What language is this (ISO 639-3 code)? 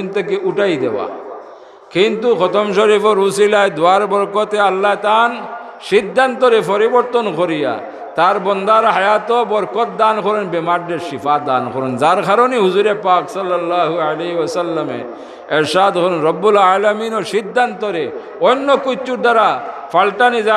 syl